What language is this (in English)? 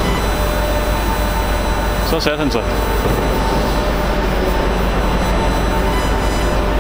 Danish